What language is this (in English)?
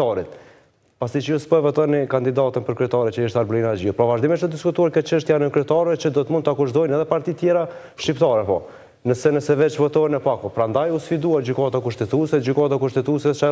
Albanian